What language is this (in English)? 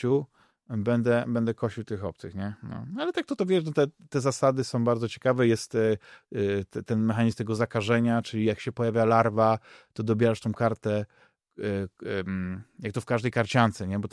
Polish